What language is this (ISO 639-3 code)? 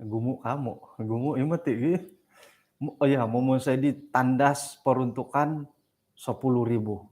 dtp